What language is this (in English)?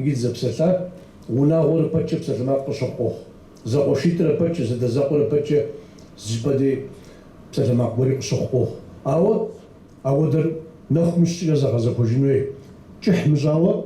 Kabardian